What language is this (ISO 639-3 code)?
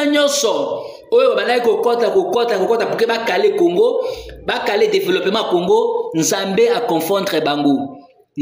lin